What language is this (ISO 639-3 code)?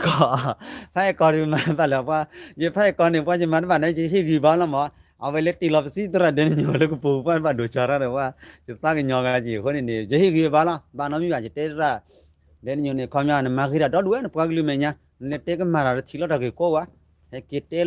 ksw